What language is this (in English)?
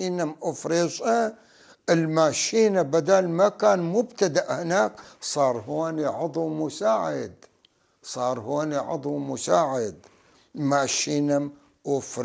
North Levantine Arabic